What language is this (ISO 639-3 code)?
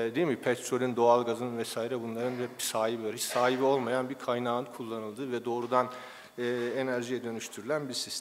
tur